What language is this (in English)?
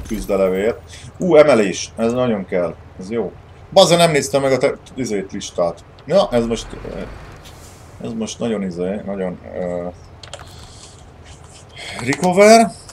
Hungarian